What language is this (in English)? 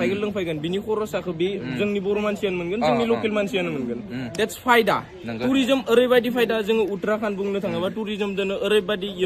Bodo